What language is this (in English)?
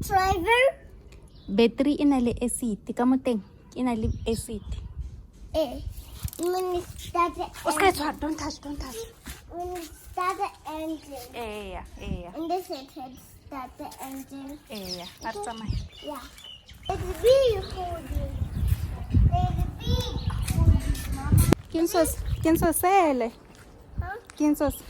Tswana